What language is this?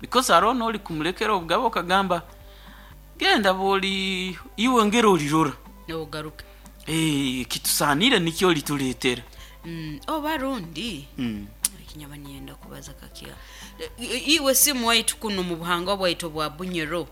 Nyankole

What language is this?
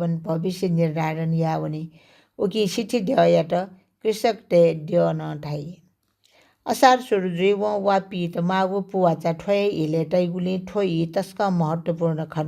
Newari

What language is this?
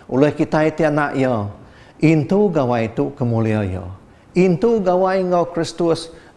Iban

